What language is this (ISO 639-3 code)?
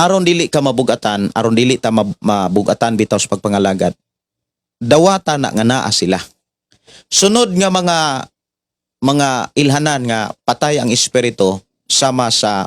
ceb